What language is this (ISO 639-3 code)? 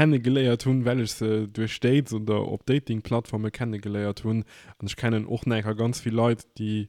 ltz